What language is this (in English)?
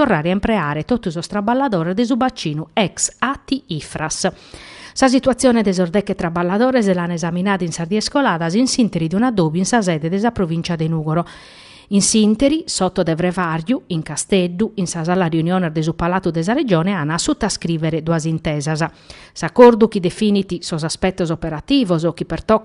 Sardinian